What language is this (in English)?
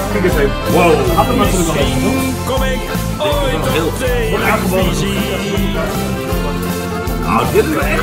Dutch